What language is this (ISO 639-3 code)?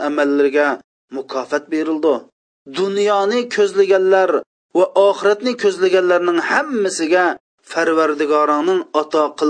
uig